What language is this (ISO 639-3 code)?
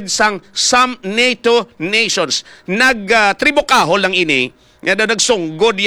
hil